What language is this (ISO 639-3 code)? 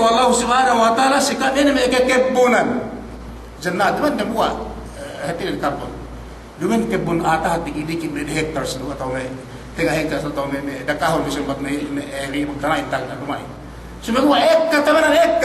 yka